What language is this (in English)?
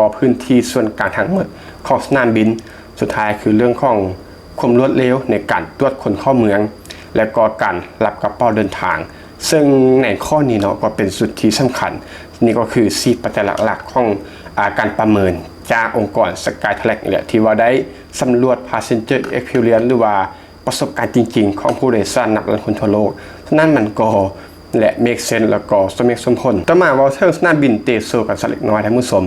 Lao